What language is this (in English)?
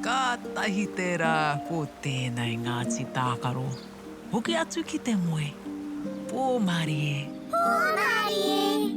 Māori